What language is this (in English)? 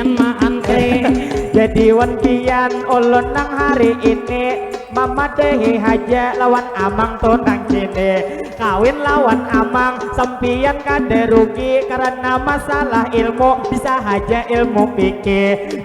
Banjar